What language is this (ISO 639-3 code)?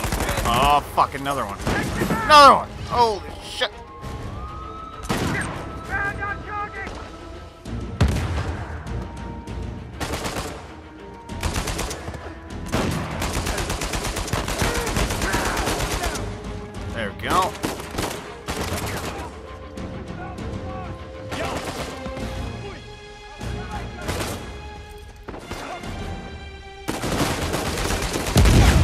eng